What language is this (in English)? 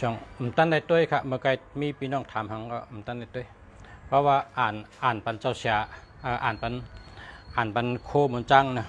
Shan